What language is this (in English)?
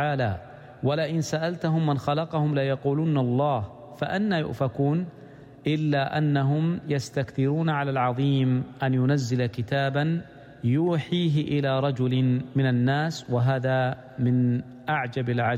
Arabic